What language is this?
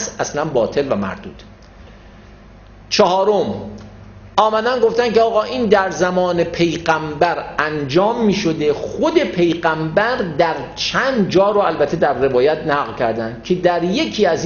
Persian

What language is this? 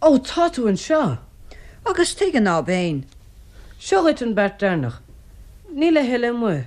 Irish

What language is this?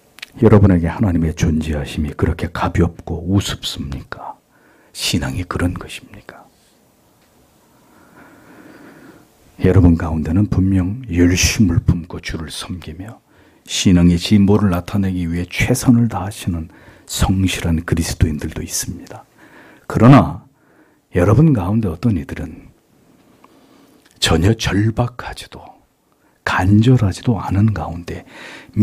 Korean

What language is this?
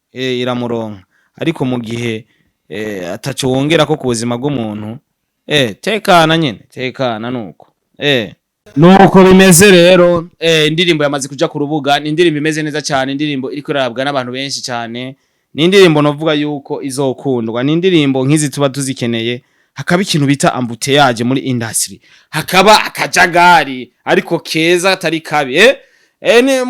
Rundi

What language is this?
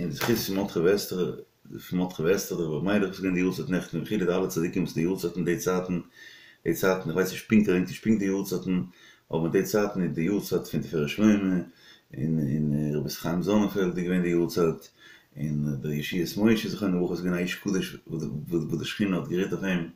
Yiddish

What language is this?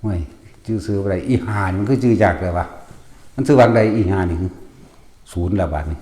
Northeastern Thai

